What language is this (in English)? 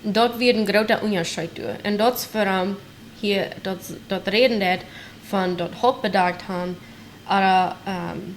Plautdietsch